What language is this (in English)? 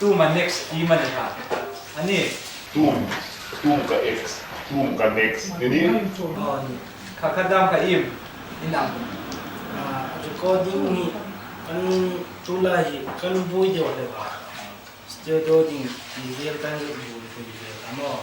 Hmar